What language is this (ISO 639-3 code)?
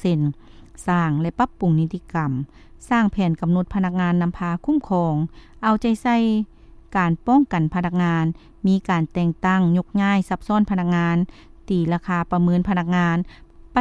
lao